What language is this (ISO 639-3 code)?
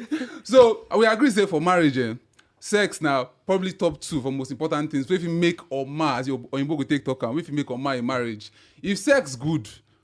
pcm